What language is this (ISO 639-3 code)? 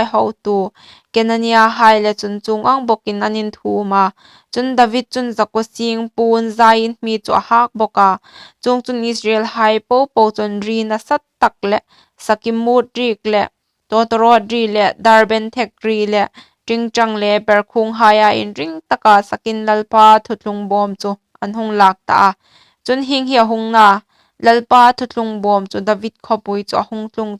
hmr